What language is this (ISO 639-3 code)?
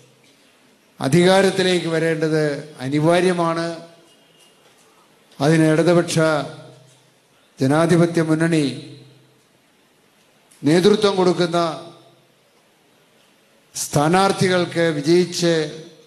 mal